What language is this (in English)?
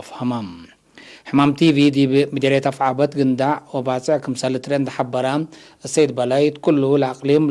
Tigre